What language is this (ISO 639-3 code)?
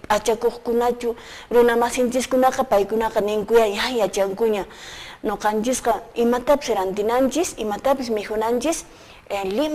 que